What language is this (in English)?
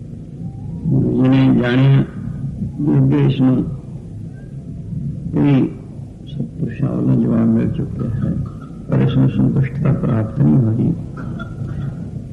Punjabi